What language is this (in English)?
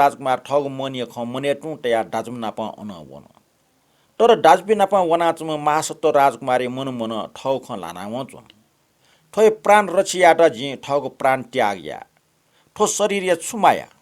Newari